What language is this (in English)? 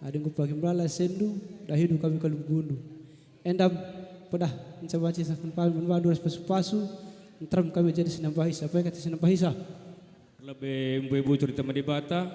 Batak Karo